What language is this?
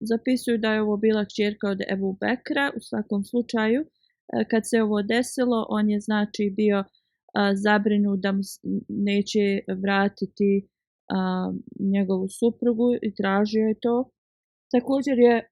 Bosnian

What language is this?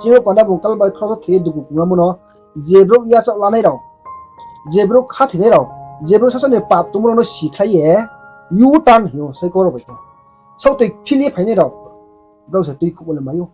Riang (India)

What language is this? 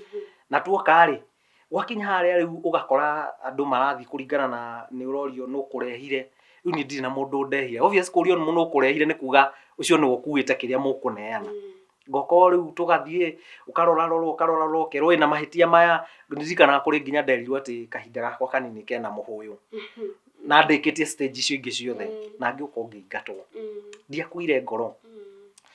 Kikuyu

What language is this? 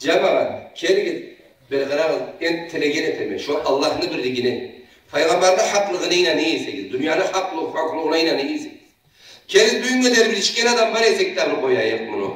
Karachay-Balkar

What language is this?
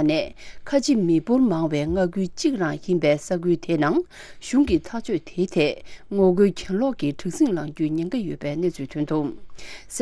Tibetan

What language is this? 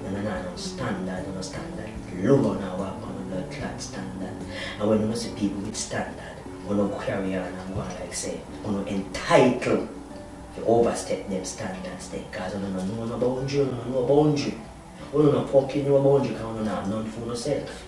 Jamaican Creole English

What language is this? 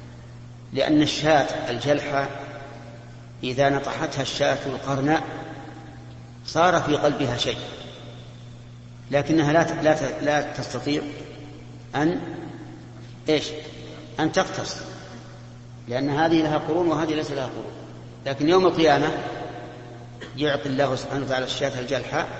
Arabic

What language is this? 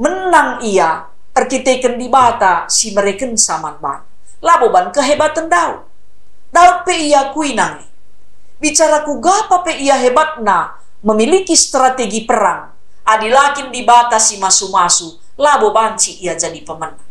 Batak Karo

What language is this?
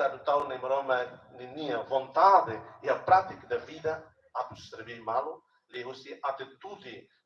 Tetum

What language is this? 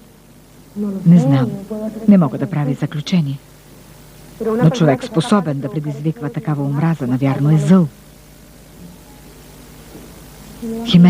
Bulgarian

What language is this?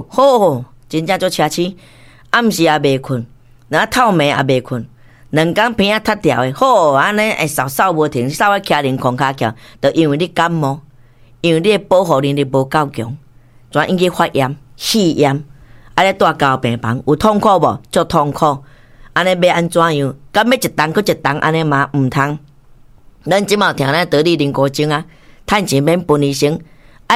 Min Nan Chinese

